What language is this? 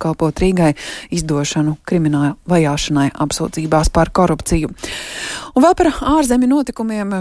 Latvian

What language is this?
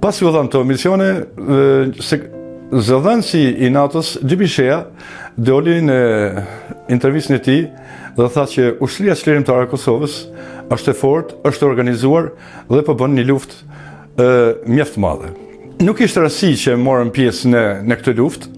Albanian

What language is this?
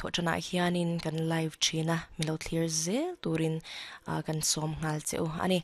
Mizo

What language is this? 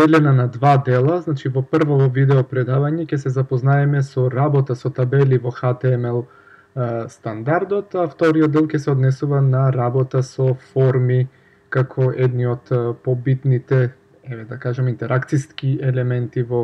Macedonian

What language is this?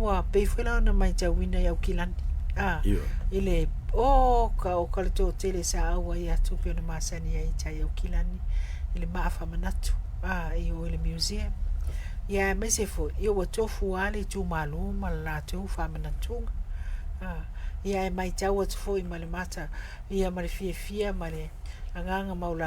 Samoan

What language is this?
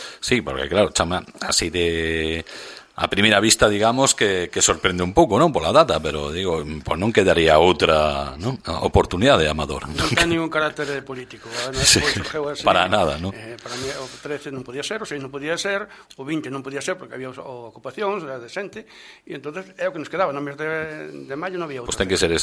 Galician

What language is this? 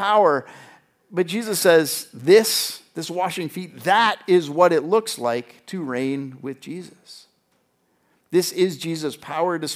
English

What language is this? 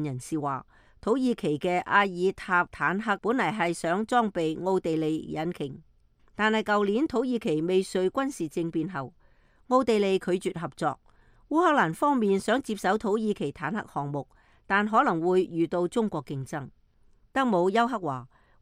Cantonese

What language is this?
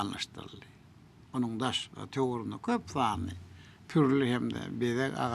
Turkmen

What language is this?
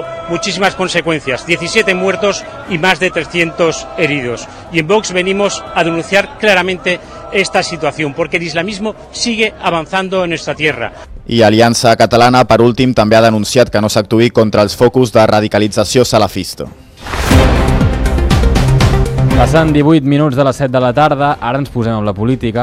Catalan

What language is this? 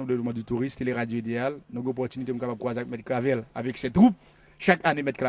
Haitian Creole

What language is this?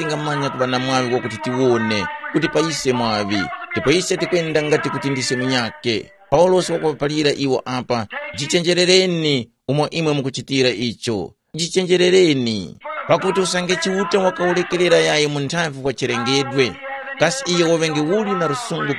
Tumbuka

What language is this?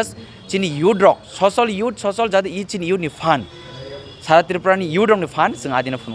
Kok Borok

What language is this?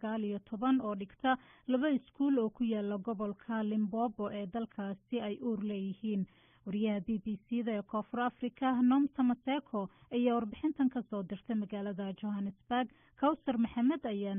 Somali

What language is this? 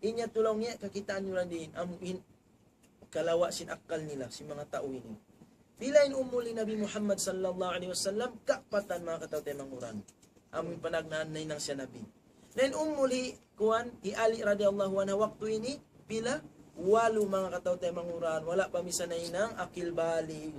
Tausug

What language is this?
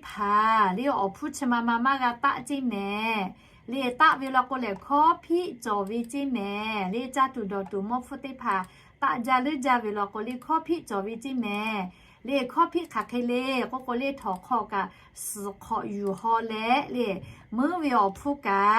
Lahu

